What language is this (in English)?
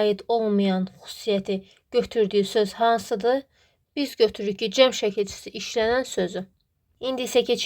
Azerbaijani